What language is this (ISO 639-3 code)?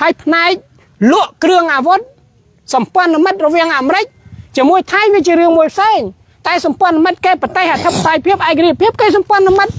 khm